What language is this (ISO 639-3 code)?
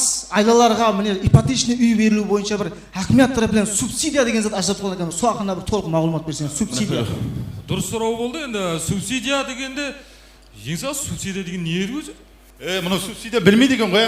kaa